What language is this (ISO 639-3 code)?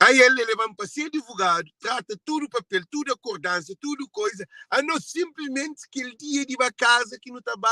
kea